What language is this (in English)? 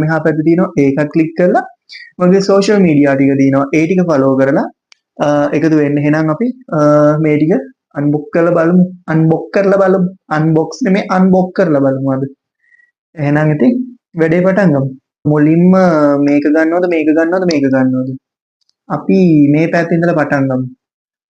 Sinhala